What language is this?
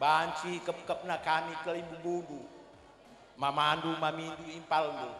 Batak Karo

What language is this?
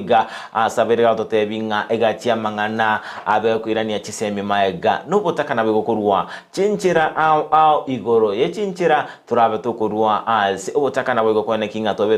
Gusii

